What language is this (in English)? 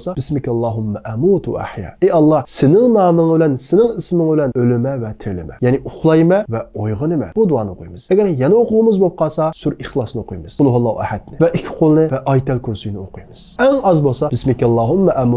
Uyghur